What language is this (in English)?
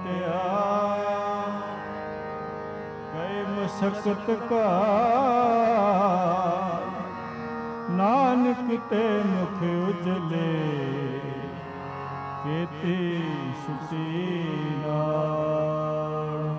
Punjabi